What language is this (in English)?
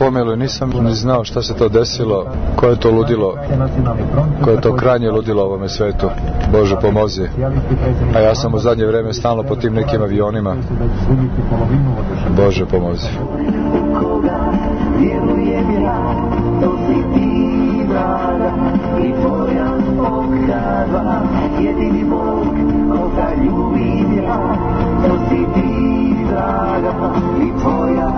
Serbian